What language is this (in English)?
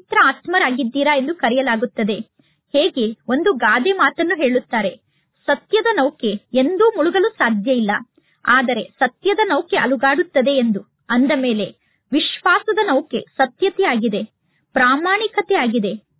Kannada